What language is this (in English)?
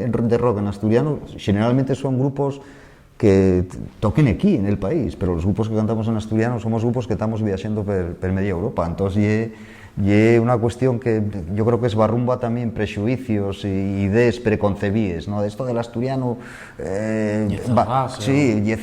Asturian